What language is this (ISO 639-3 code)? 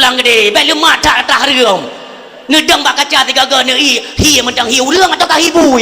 ace